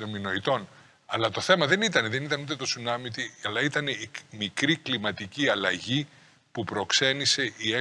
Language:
Greek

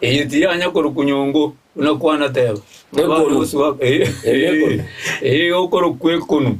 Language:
Gusii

